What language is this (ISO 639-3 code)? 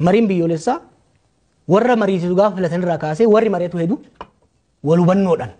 orm